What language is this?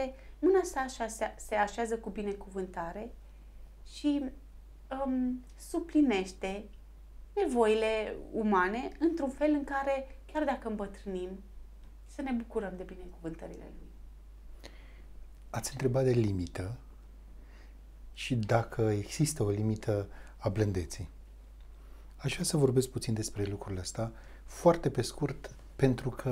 Romanian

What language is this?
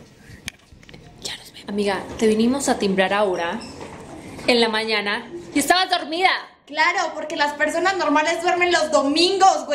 Spanish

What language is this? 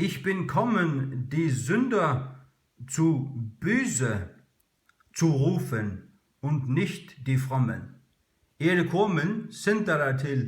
Faroese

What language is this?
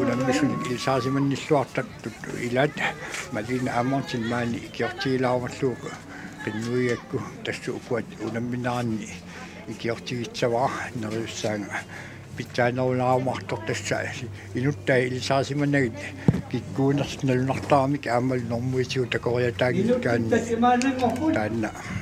Kalaallisut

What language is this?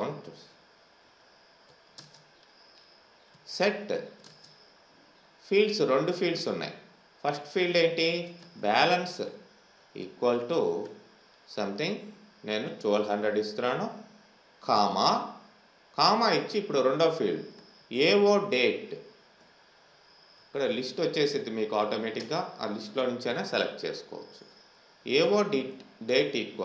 Telugu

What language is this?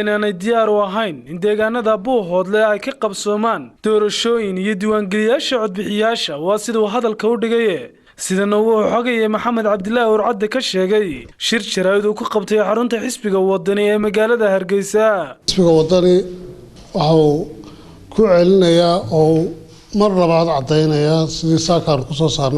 Somali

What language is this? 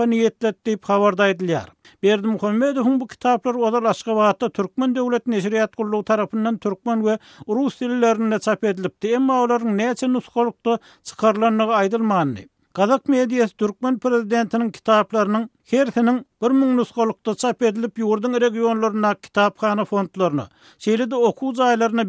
Turkmen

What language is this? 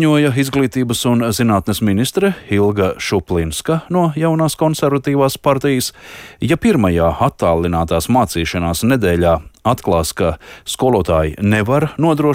Latvian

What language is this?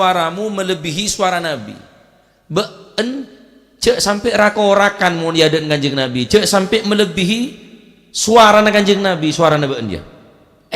Madurese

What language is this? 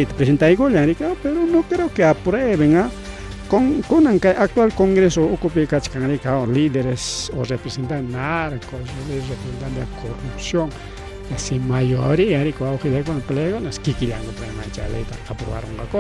Ayacucho Quechua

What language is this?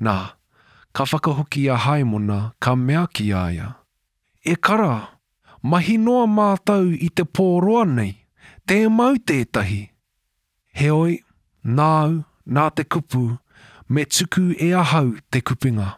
Māori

